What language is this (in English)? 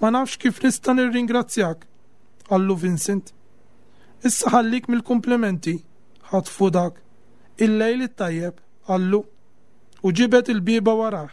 Maltese